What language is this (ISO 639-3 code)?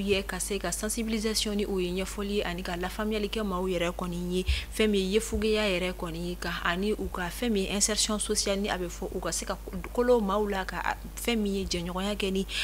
bam